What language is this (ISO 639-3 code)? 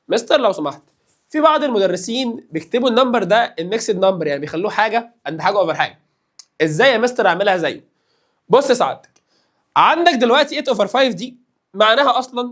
arz